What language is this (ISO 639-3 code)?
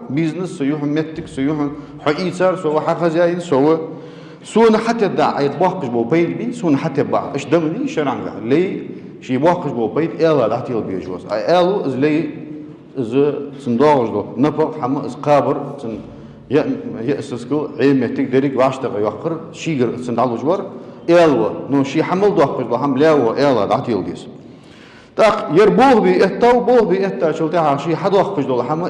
inh